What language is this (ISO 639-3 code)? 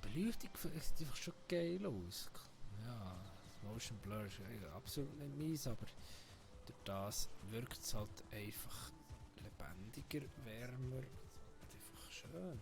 gsw